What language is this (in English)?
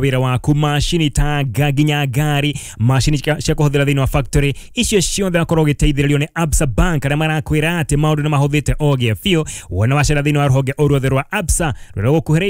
Kikuyu